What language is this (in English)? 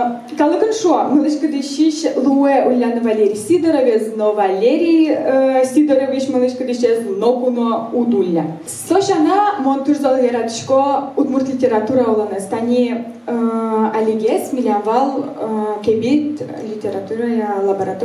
Udmurt